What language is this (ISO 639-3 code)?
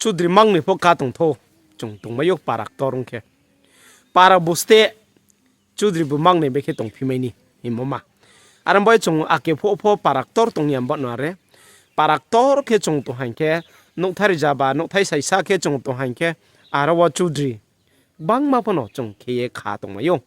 ria